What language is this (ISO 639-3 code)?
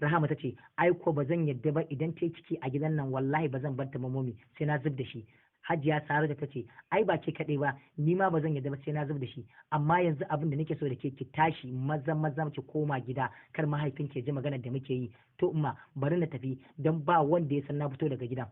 hau